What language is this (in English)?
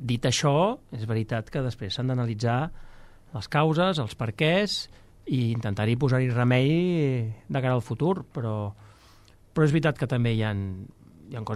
Catalan